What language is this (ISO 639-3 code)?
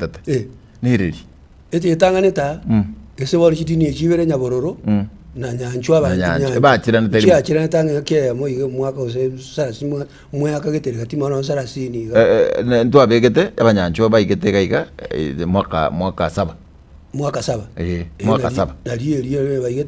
guz